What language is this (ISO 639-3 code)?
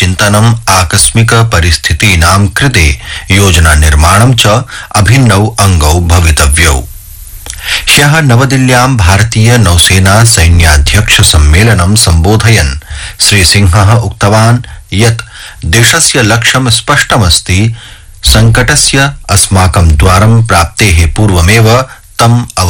san